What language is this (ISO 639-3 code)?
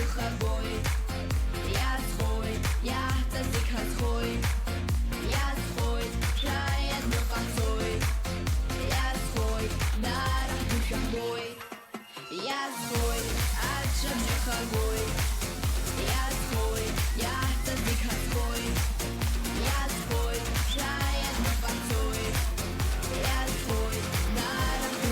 abk